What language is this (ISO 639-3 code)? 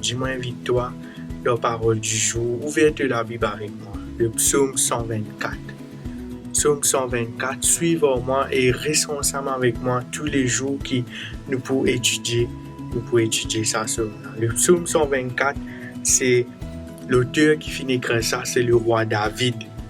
mfe